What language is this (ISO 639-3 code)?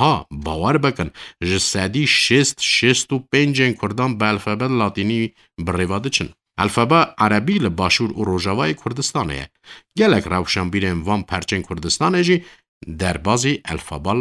kur